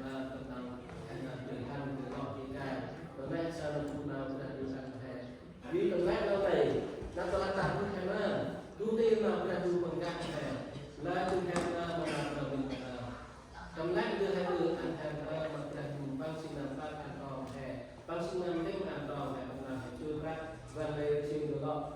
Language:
Central Mnong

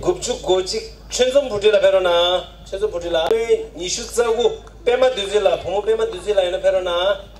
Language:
Tibetan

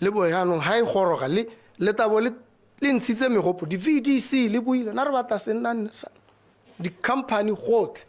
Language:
Tswana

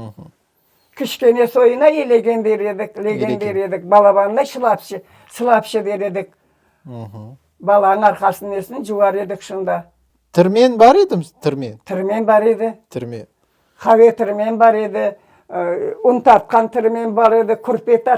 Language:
Crimean Tatar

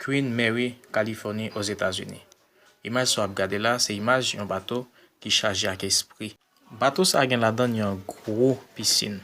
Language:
Haitian Creole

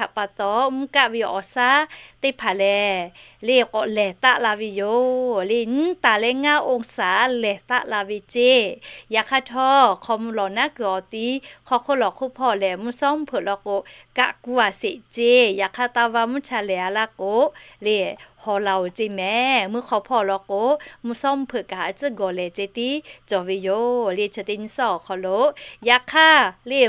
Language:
Lahu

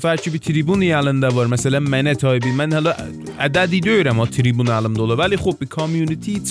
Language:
South Azerbaijani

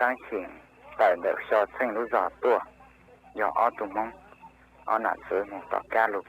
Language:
Hmong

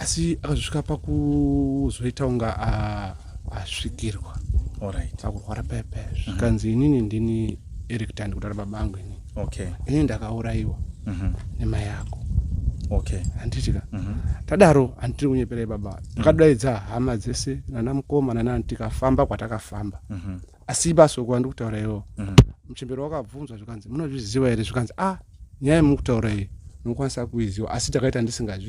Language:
Shona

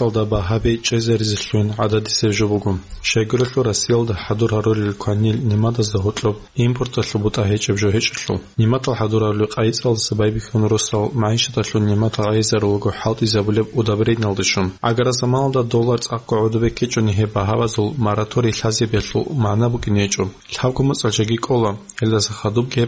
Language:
Avaric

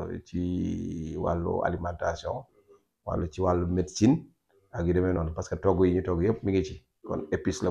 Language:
Wolof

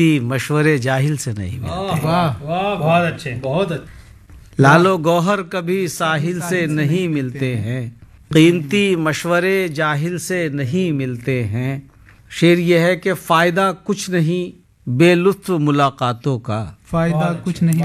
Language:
Urdu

